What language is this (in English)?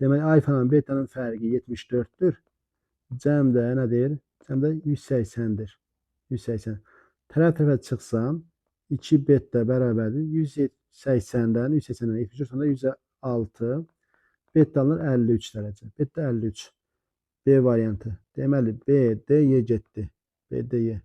Azerbaijani